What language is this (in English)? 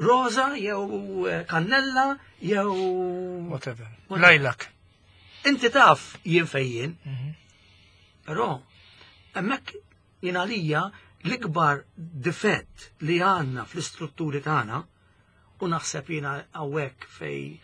Maltese